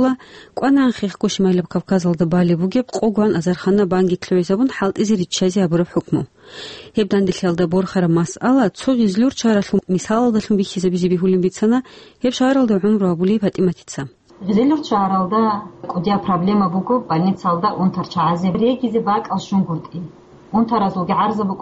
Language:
Avaric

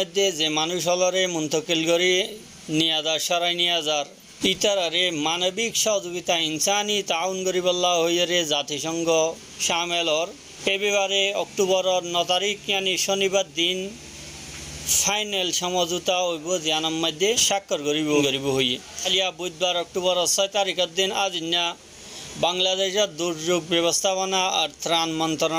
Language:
Rohingya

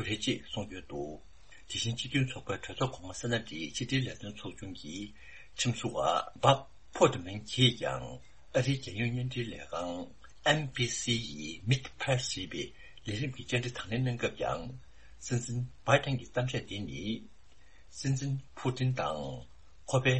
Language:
Tibetan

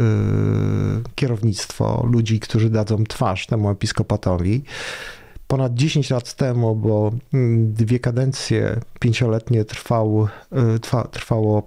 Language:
Polish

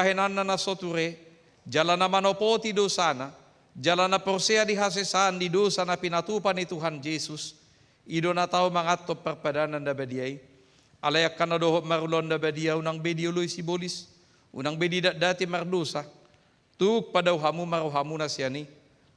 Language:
Batak Toba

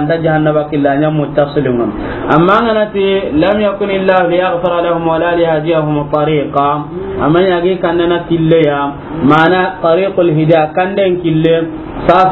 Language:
Soninke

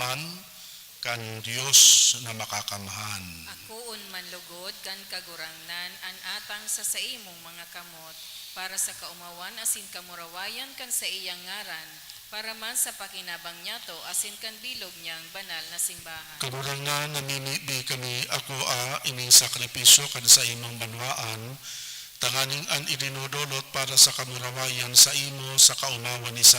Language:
Bikol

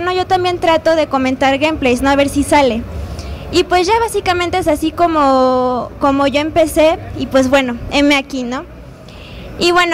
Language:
Spanish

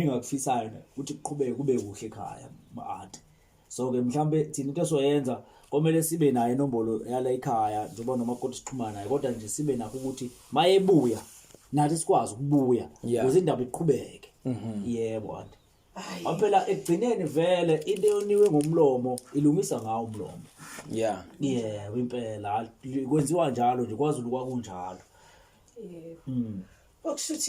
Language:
Zulu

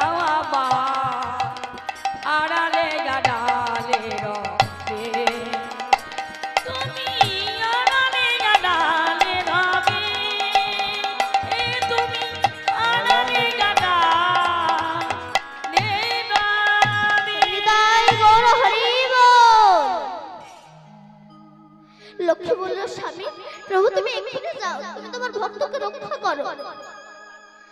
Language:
Bangla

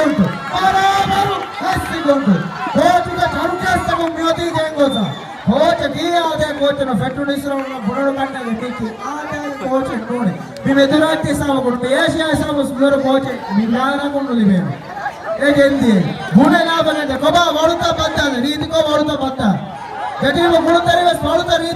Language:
Divehi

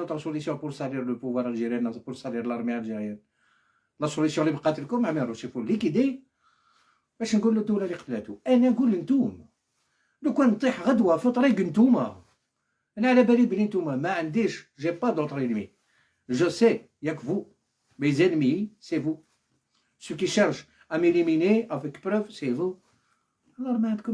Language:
Algerian Arabic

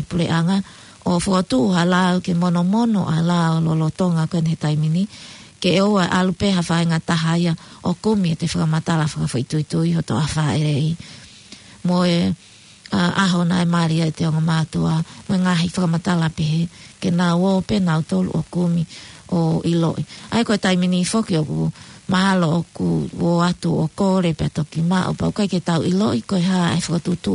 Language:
Tongan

